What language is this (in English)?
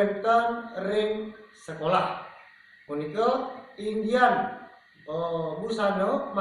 Balinese